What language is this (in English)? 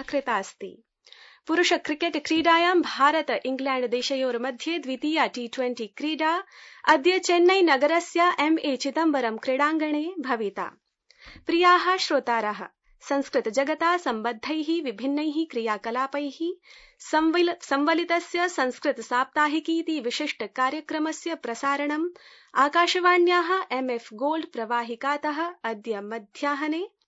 Sanskrit